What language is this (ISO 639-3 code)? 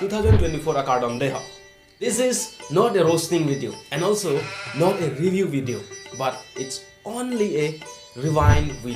mjw